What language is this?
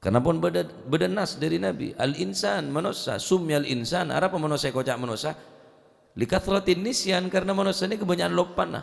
Madurese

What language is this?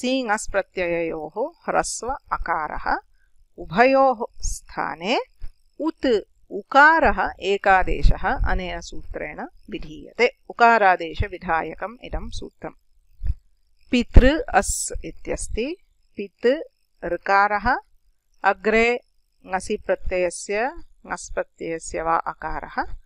Sanskrit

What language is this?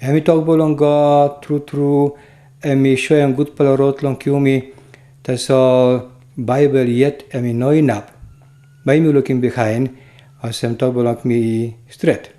Tok Pisin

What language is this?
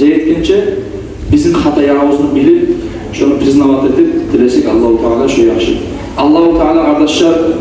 Kumyk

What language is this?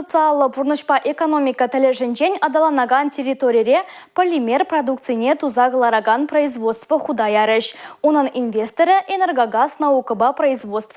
Chuvash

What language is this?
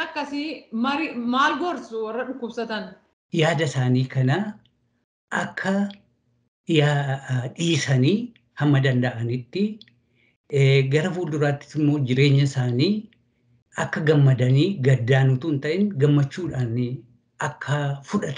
Oromo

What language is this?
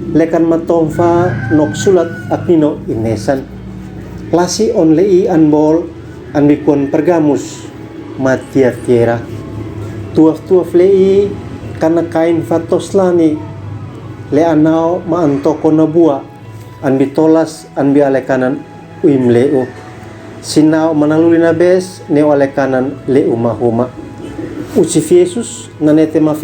Uab Meto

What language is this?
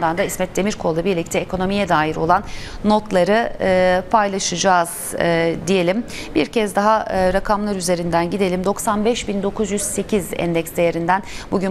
Turkish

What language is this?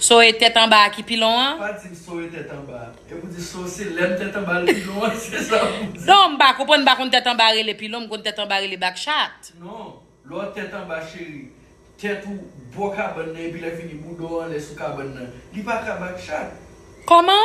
Haitian Creole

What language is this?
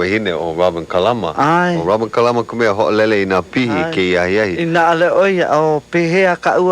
Hawaiian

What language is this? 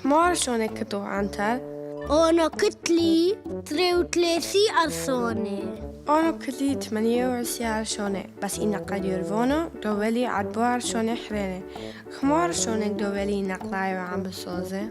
Turoyo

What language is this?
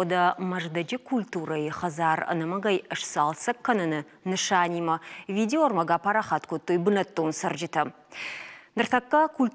Ossetic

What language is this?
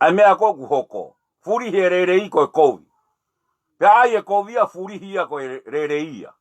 Tongan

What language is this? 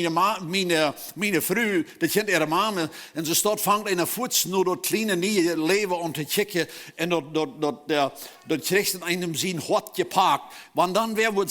Plautdietsch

